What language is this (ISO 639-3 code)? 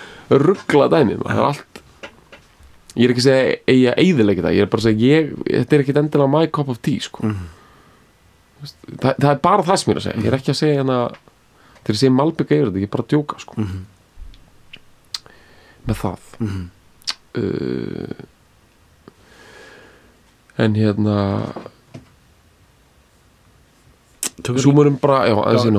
isl